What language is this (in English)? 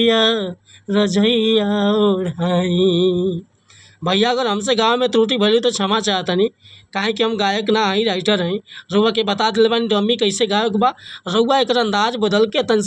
Bhojpuri